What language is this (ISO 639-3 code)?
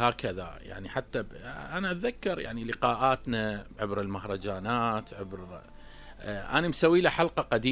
acm